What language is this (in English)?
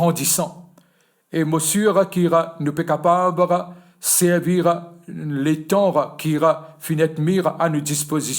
Morisyen